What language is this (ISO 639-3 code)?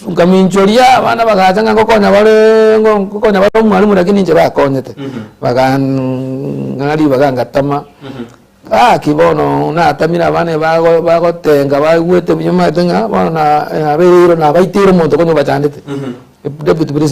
guz